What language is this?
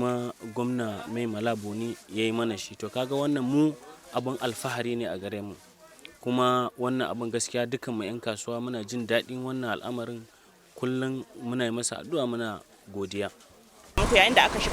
Hausa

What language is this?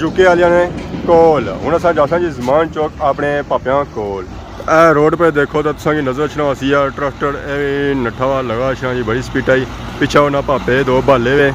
Pahari-Potwari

